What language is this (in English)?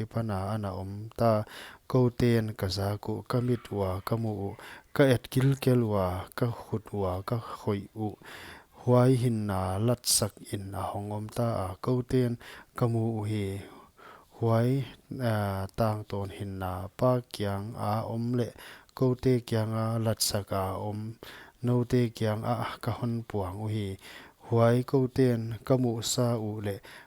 Paite Chin